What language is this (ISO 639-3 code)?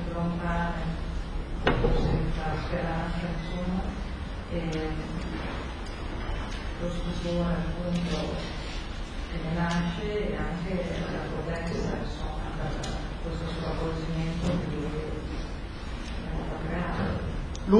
ita